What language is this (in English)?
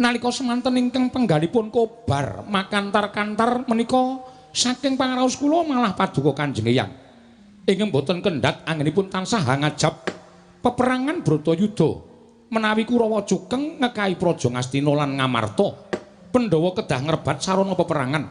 Javanese